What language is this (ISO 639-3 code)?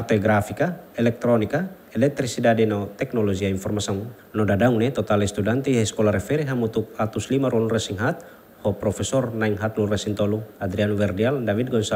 tet